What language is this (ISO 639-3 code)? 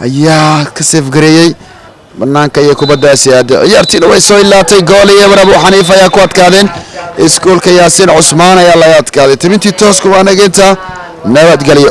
som